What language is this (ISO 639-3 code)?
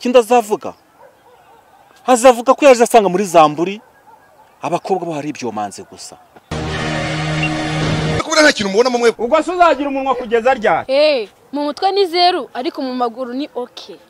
kin